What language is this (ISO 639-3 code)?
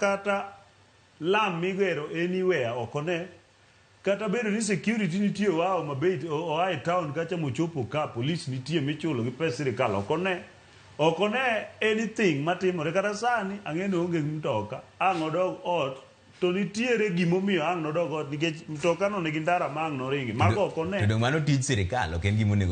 luo